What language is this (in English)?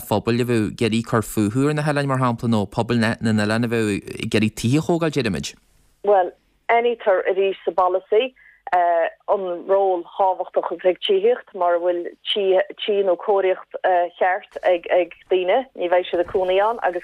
Irish